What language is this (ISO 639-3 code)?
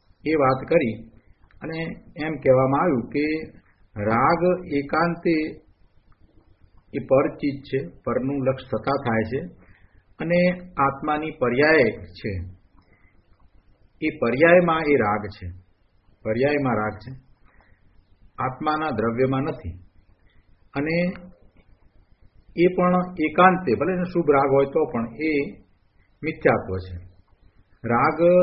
guj